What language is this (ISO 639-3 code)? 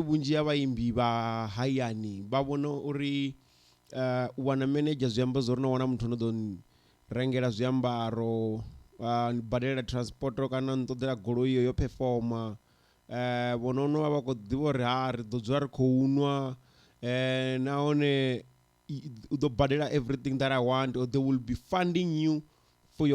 ven